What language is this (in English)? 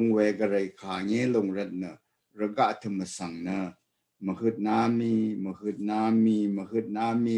Rawang